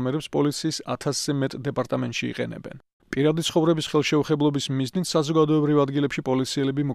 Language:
Georgian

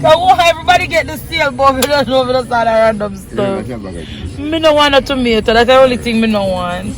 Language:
Jamaican Creole English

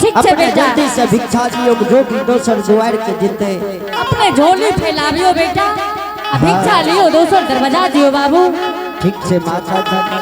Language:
Angika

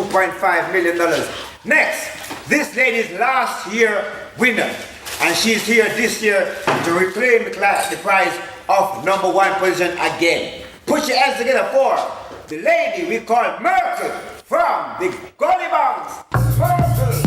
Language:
Jamaican Creole English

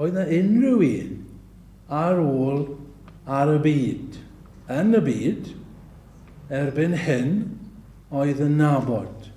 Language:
Welsh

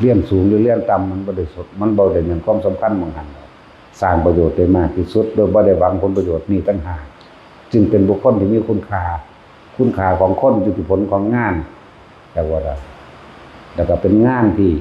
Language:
Northeastern Thai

